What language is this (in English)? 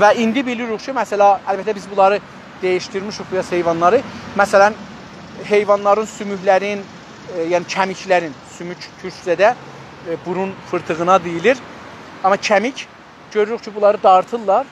South Azerbaijani